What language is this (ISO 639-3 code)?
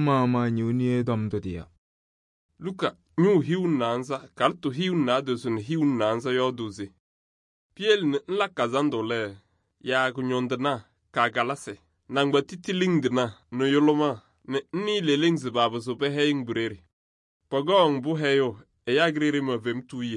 kbp